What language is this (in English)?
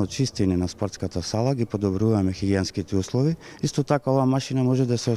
Macedonian